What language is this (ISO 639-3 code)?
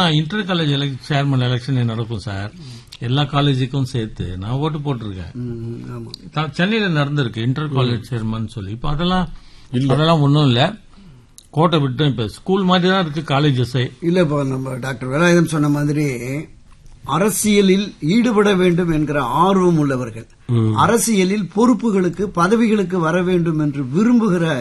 tam